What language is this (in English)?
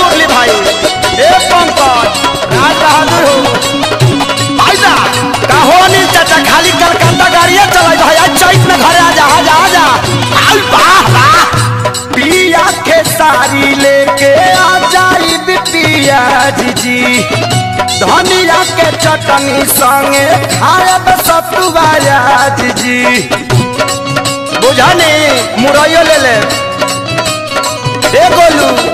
Bhojpuri